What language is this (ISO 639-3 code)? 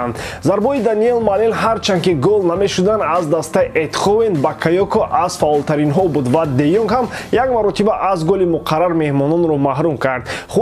tgk